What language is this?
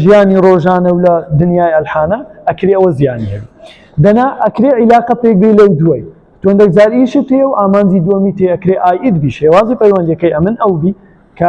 Central Kurdish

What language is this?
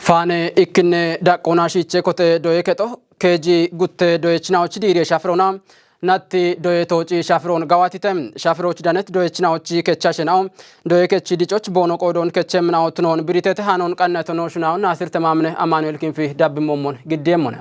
Kafa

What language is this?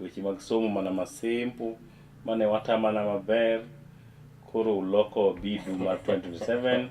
Luo (Kenya and Tanzania)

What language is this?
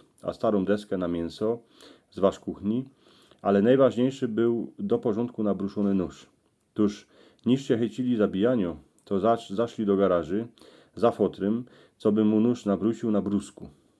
Silesian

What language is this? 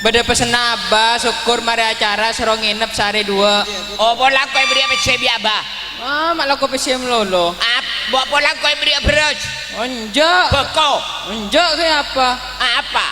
Madurese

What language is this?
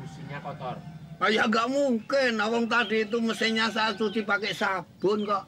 Betawi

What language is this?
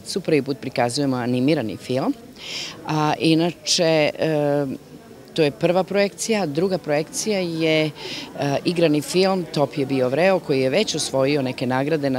Serbian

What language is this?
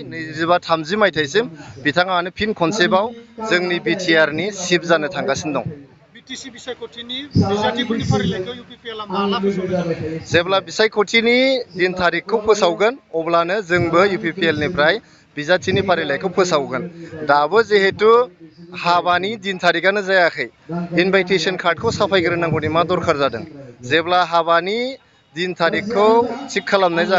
Bodo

